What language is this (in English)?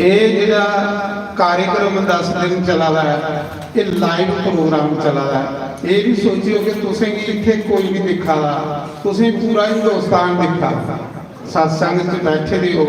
Dogri